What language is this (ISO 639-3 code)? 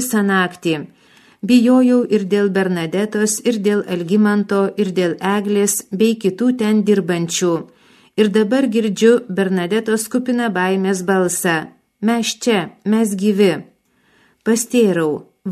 lit